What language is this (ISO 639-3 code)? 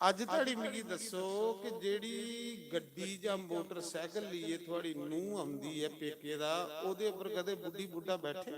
doi